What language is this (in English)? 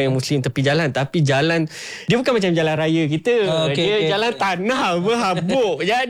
Malay